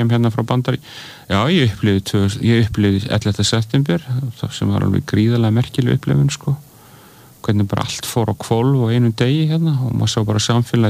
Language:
Icelandic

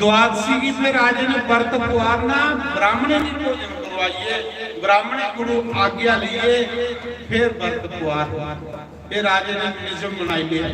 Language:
Dogri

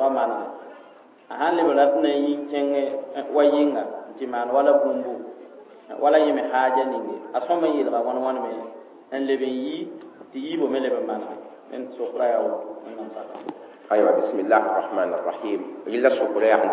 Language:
Mossi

